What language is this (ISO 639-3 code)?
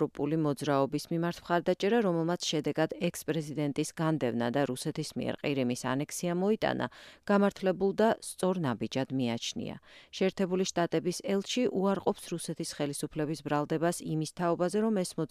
kat